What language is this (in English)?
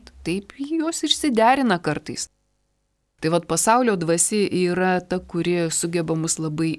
Lithuanian